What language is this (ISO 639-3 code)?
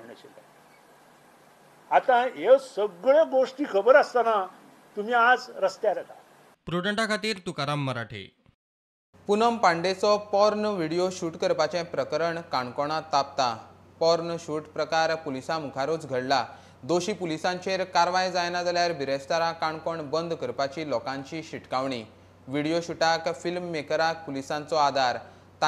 kok